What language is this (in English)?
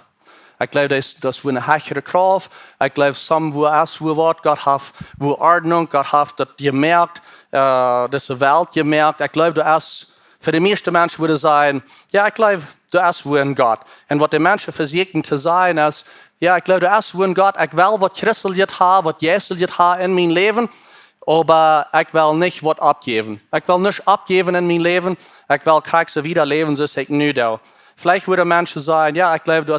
Plautdietsch